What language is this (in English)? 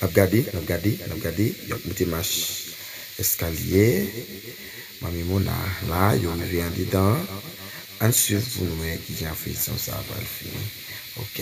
Haitian Creole